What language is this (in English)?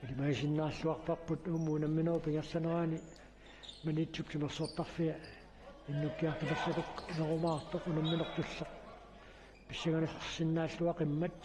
Kalaallisut